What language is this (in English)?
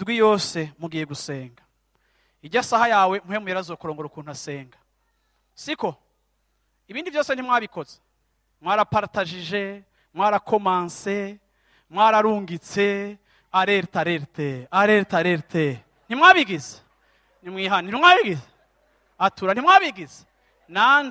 Rundi